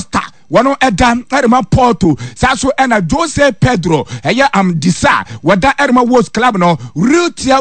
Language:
Akan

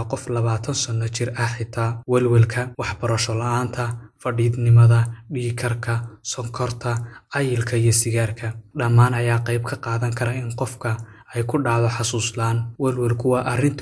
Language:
Somali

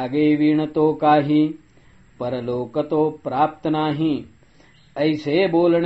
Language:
Marathi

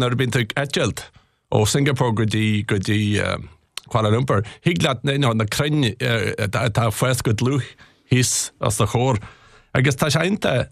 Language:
Irish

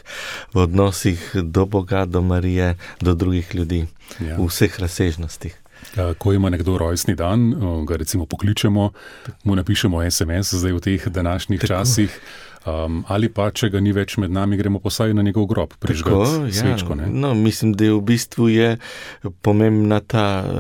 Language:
Slovenian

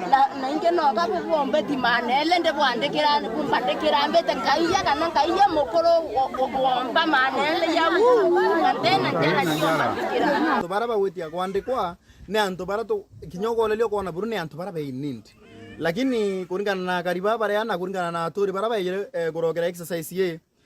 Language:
Meru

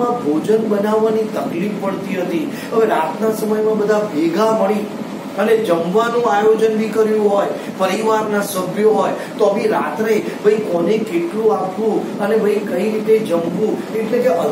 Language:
Gujarati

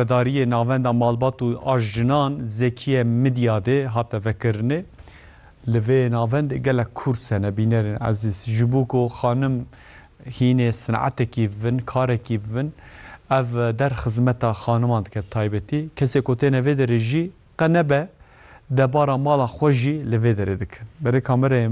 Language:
Kurdish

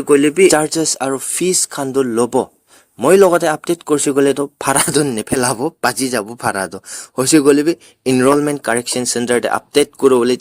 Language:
Naga Pidgin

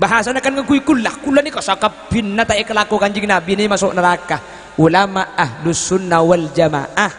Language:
Madurese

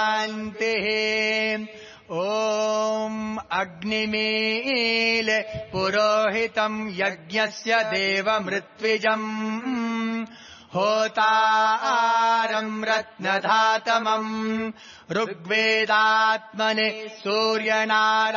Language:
Sanskrit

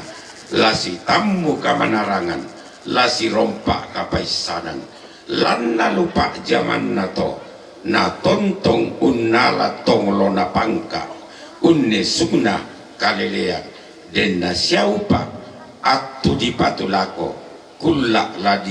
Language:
Toraja-Sa'dan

